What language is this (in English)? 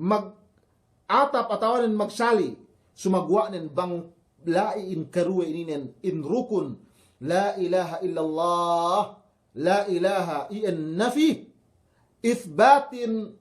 Yakan